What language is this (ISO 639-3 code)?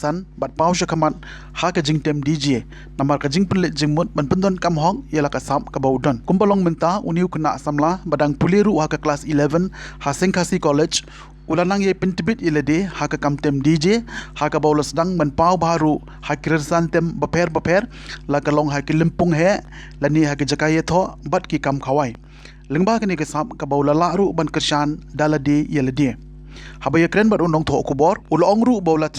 kha